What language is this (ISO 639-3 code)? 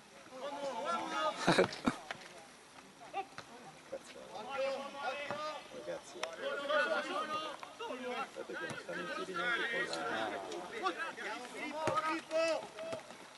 ita